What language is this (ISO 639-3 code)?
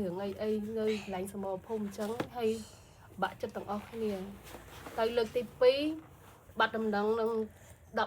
khm